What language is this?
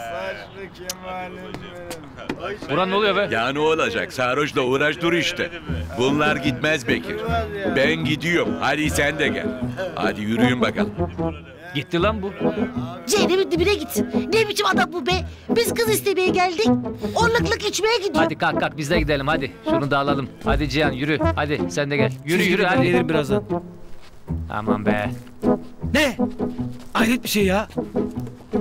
Turkish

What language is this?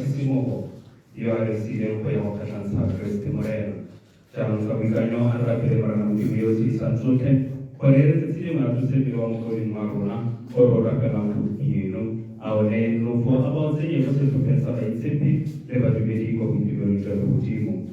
Tswana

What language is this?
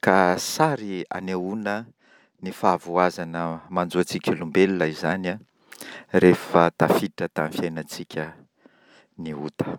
Malagasy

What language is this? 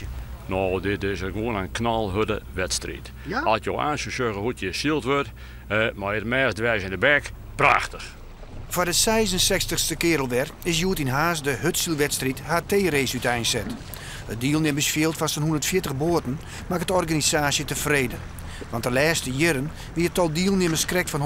Western Frisian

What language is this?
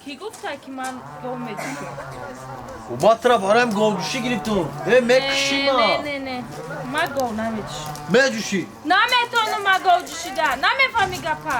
Tajik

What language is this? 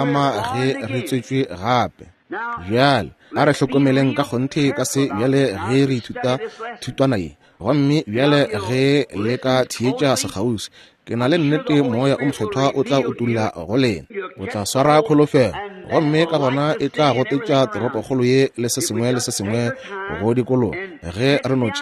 Northern Sotho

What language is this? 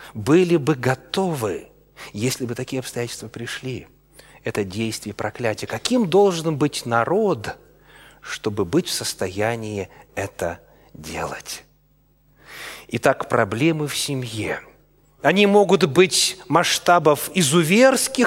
Russian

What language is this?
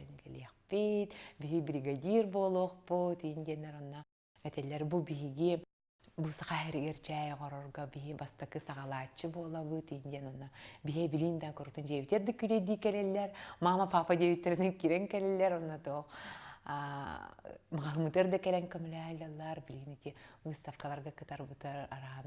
Yakut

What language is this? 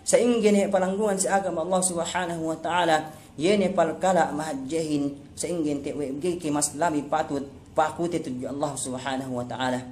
Yakan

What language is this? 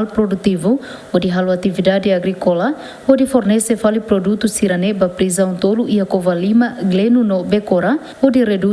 Tetum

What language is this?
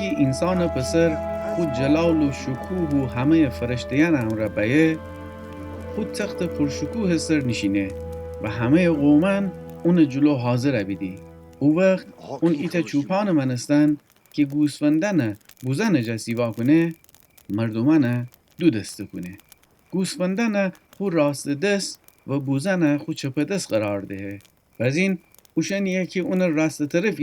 Gilaki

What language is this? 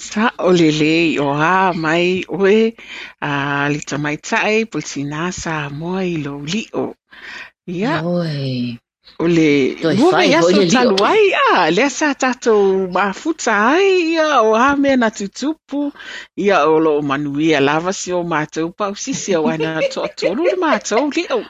Samoan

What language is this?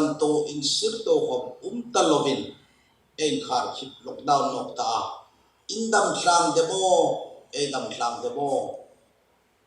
Hmar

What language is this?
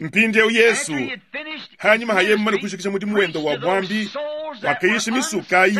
Luba-Lulua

